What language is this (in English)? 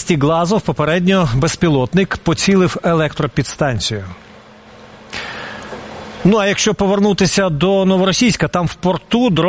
Ukrainian